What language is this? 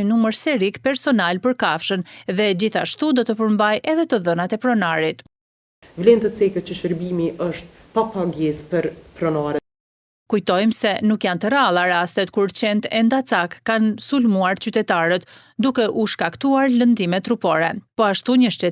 Albanian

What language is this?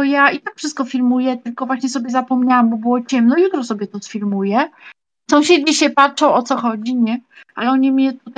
Polish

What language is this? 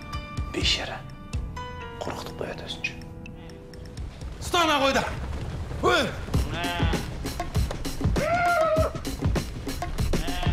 Kazakh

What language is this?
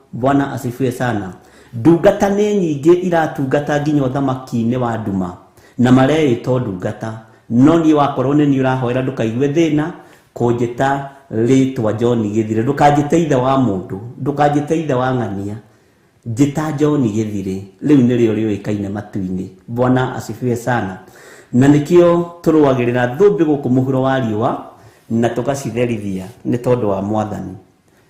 Kikuyu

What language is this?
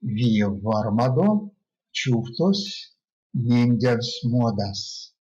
Erzya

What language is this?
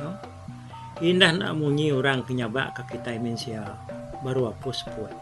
Iban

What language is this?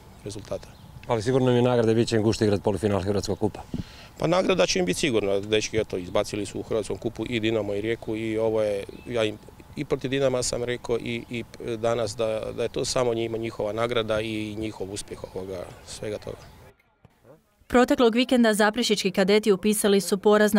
Croatian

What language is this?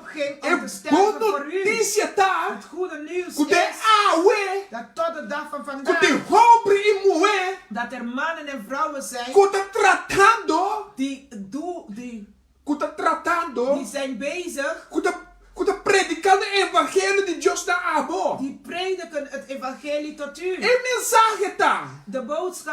Papiamento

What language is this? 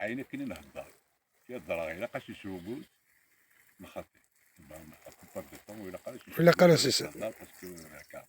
Kabyle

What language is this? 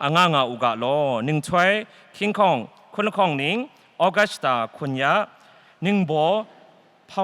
Kachin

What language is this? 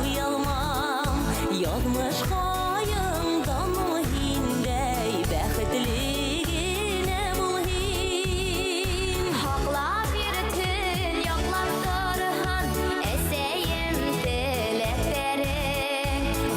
Bashkir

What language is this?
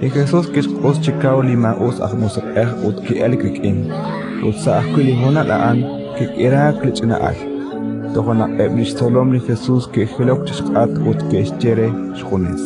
Kekchí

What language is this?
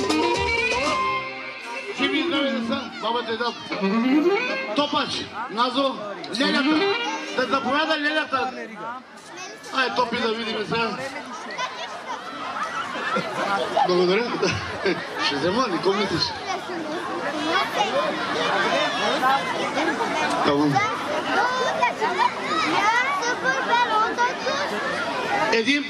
Bulgarian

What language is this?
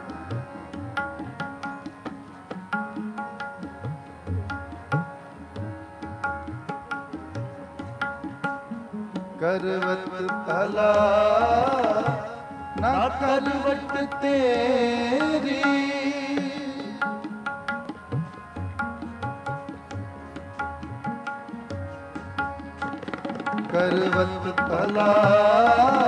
Punjabi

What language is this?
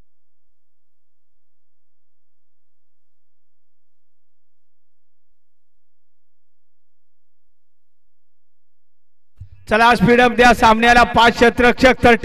Marathi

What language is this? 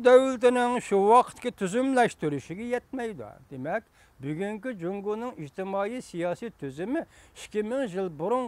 Uyghur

